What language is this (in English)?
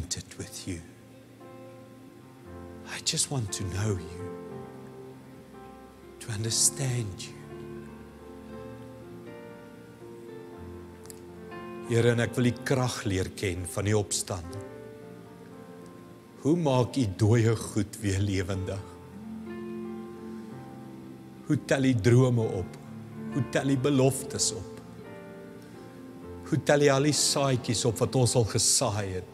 Afrikaans